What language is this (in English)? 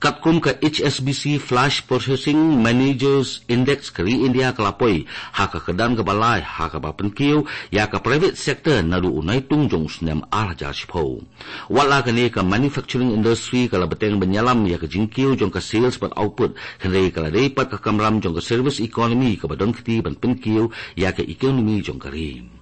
Khasi